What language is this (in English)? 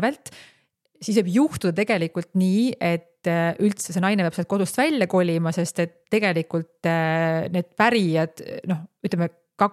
Estonian